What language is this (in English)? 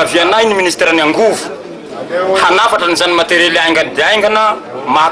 Malagasy